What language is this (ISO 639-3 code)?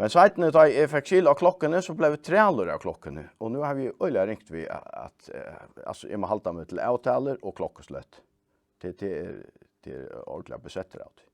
fao